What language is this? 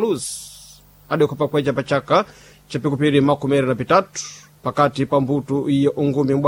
Sena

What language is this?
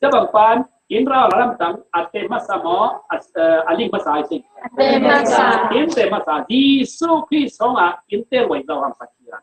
Falam Chin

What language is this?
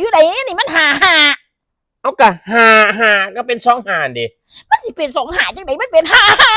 Northeastern Thai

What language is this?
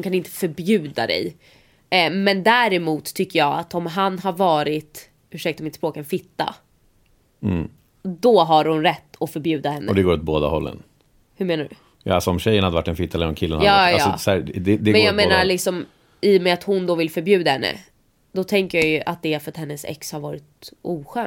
Swedish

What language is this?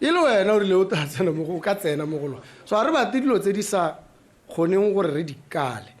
Tswana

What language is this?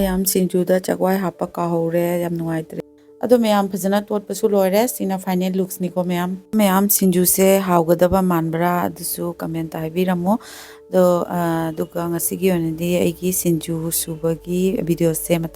Manipuri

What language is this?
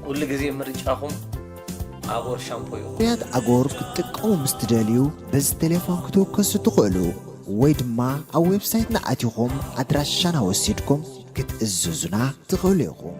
Tigrinya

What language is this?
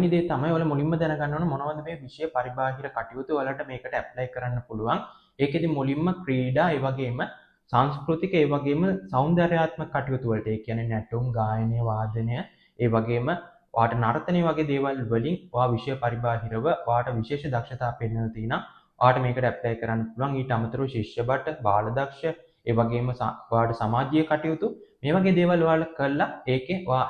Sinhala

